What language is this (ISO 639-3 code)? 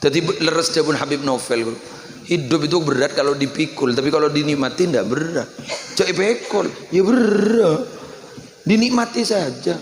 mad